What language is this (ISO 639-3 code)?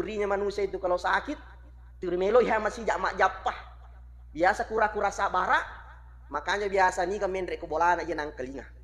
bug